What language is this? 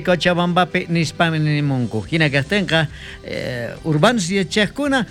South Bolivian Quechua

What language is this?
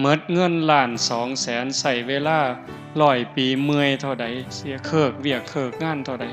Northeastern Thai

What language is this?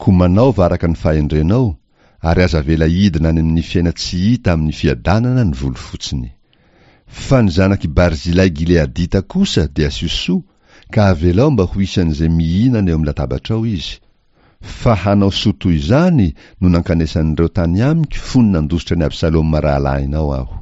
Malagasy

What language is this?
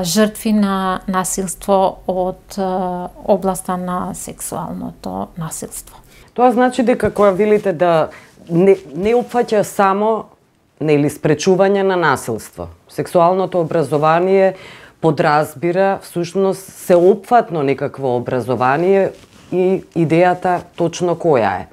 Macedonian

